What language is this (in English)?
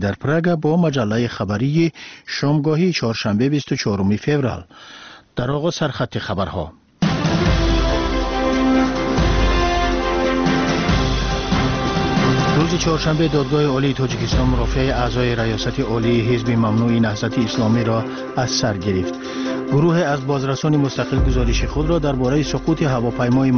Persian